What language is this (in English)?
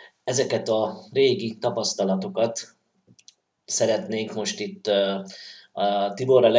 Hungarian